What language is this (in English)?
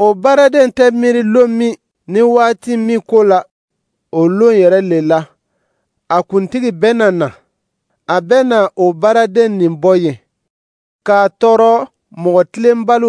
Dyula